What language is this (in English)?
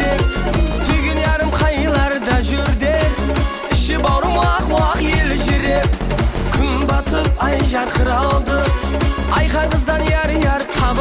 Kara-Kalpak